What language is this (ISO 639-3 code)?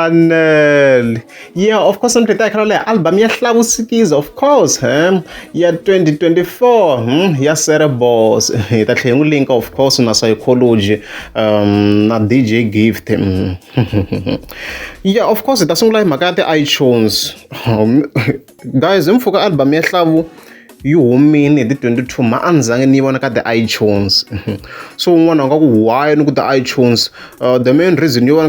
tso